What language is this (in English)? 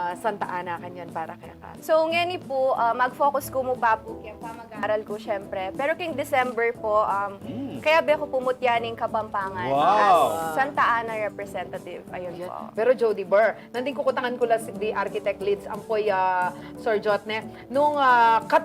Pampanga